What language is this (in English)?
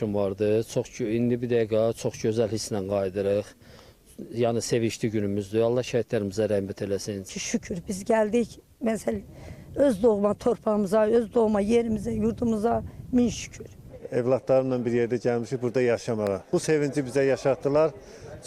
Azerbaijani